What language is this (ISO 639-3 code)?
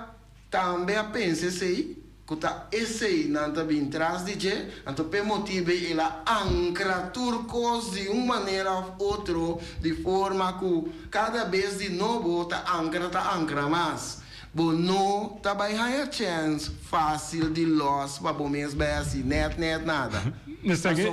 pap